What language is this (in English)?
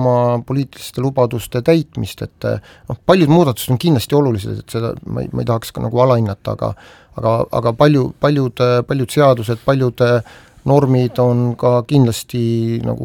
Estonian